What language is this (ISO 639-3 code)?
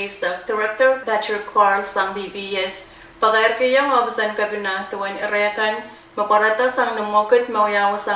pon